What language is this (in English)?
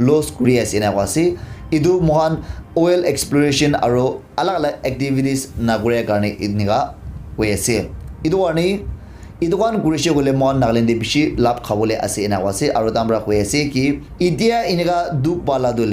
Naga Pidgin